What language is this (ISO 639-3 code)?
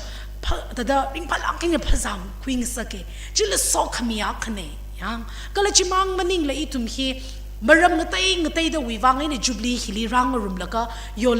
nmf